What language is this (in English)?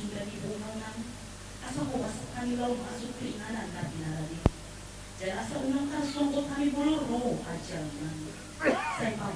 Batak Toba